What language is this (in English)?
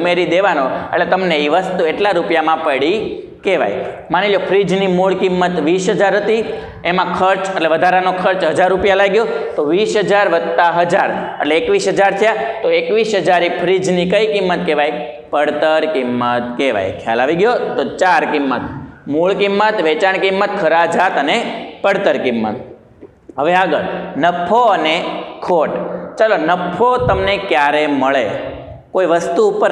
Gujarati